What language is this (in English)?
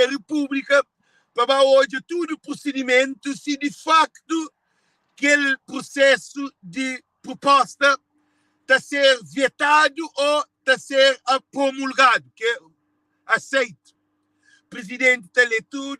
Kabuverdianu